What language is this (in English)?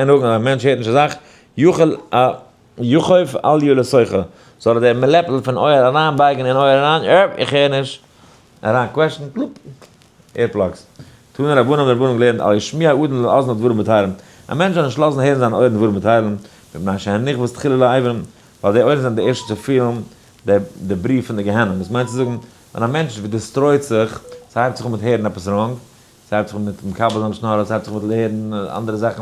Yiddish